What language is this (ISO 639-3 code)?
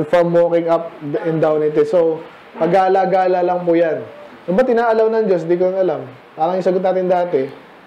fil